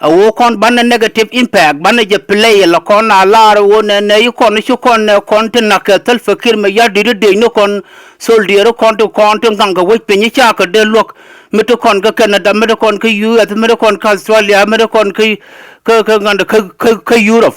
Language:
Nuer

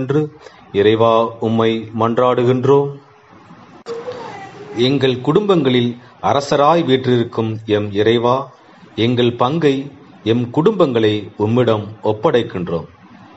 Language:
Tamil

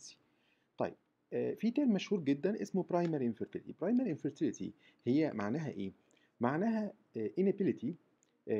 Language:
Egyptian Arabic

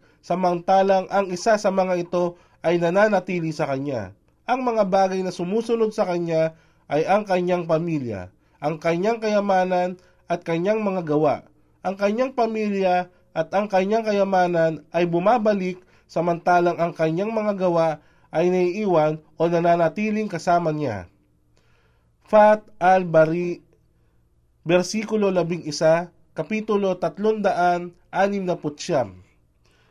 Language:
Filipino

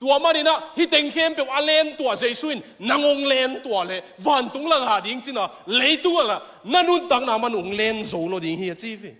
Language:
Tedim Chin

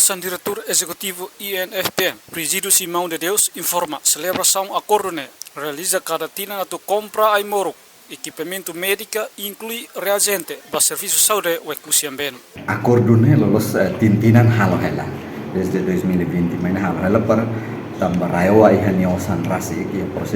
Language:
Tetum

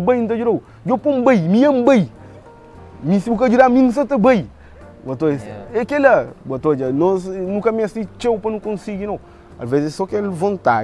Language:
Kabuverdianu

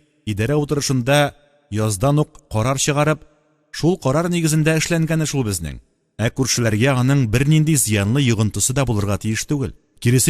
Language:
Tatar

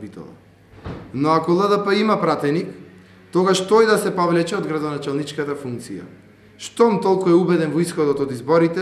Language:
Macedonian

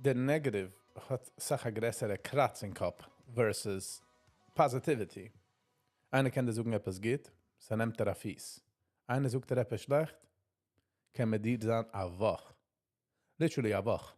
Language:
Yiddish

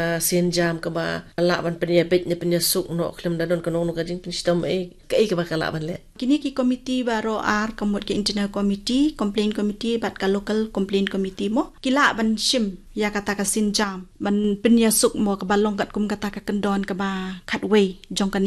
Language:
Khasi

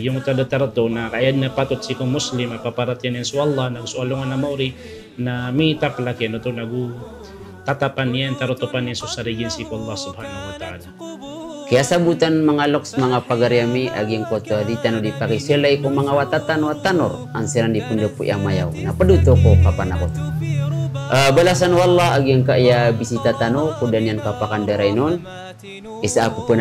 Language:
Maranao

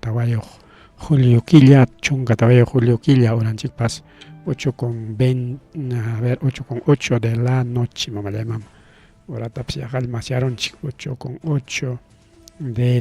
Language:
Ayacucho Quechua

